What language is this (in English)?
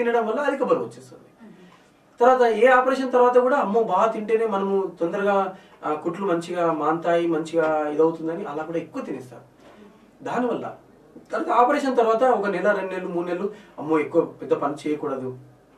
Telugu